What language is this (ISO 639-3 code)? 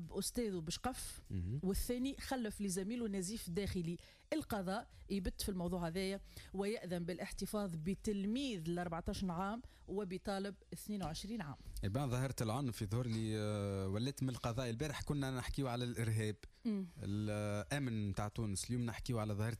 aeb